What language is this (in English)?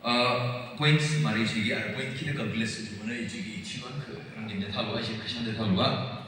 Yimchungru Naga